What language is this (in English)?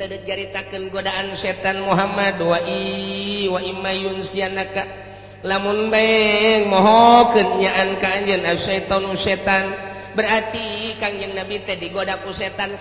Sundanese